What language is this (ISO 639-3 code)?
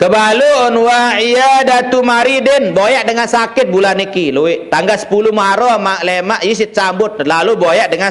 sas